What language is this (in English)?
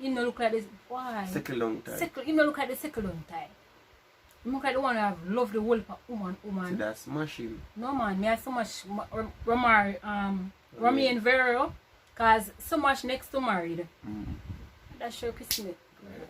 Jamaican Creole English